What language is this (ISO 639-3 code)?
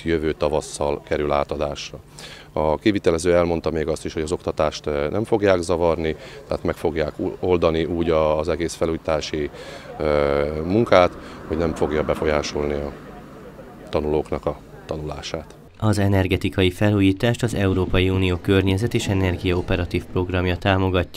hun